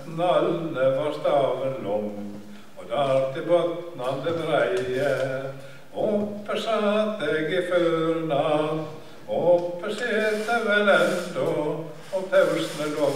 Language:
Norwegian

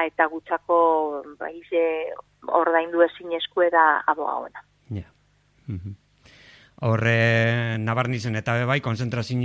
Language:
Basque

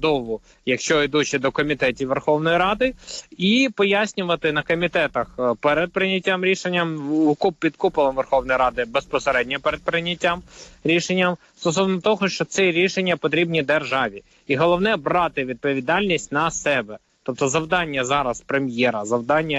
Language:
Ukrainian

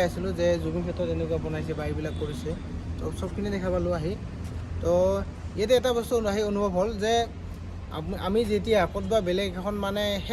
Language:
Assamese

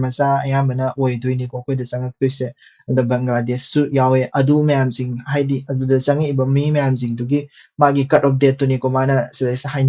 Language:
Manipuri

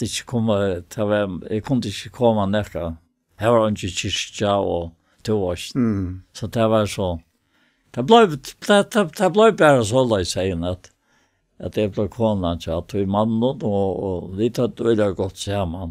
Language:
Faroese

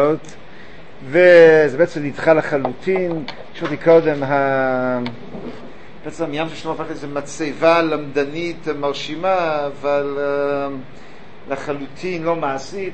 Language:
Hebrew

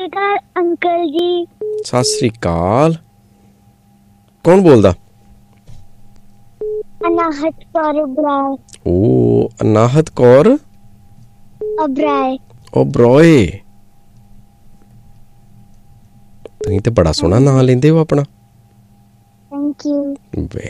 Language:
Punjabi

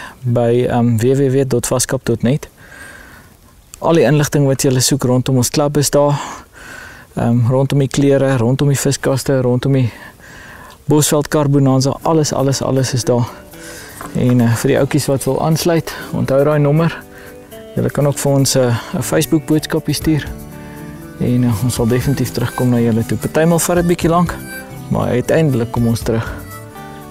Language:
Afrikaans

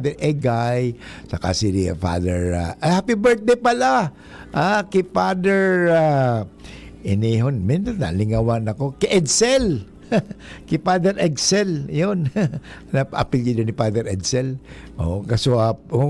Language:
Bikol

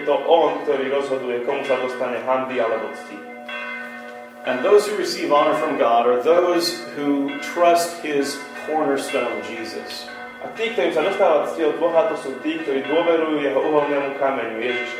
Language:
Slovak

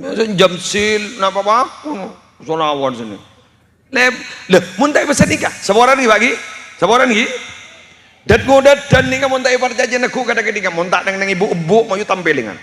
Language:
Madurese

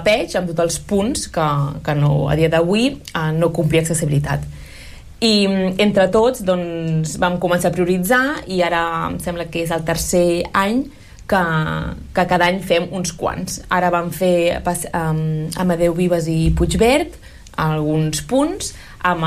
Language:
Catalan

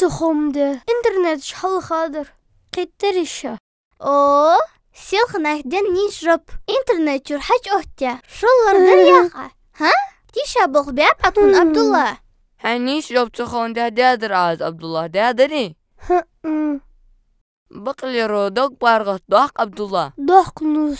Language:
Ingush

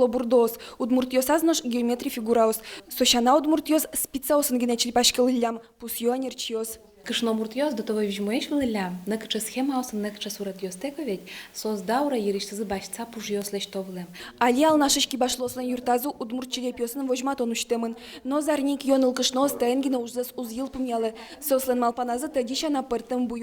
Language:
Udmurt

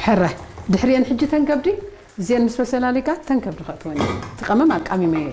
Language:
Tigrinya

